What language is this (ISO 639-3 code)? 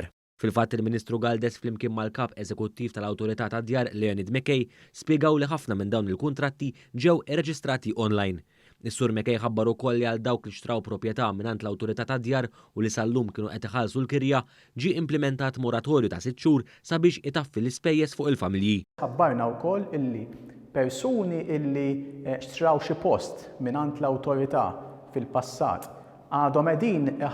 mlt